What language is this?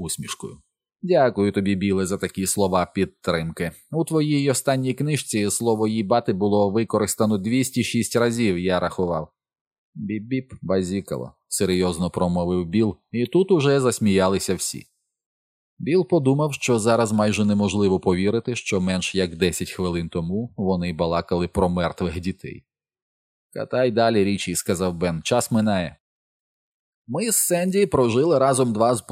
Ukrainian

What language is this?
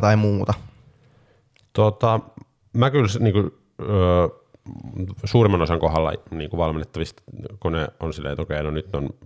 Finnish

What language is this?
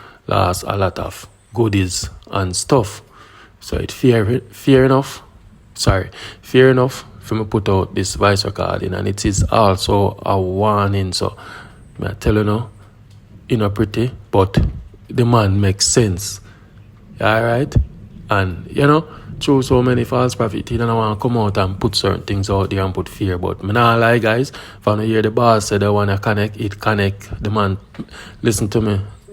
Jamaican Creole English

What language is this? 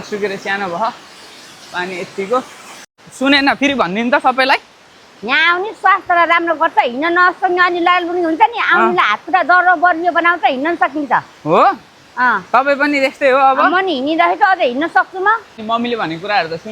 Nepali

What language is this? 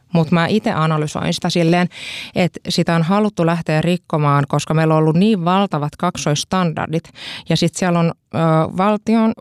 Finnish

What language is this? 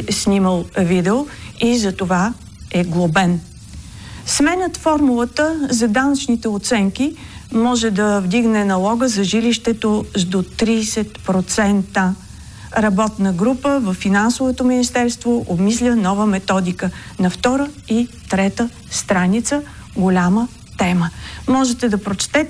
Bulgarian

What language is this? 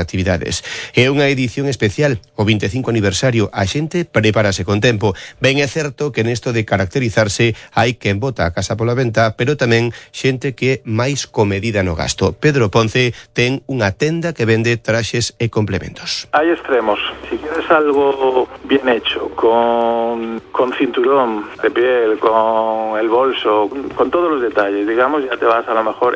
Galician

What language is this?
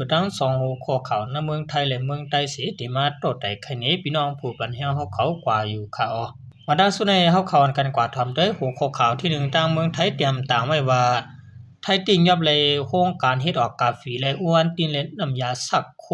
Shan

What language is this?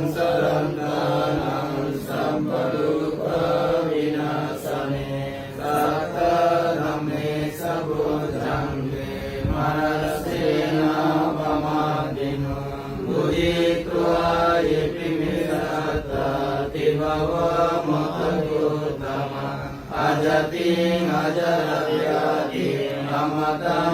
Pali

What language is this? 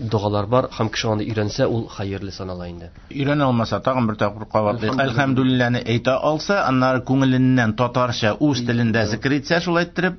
Tatar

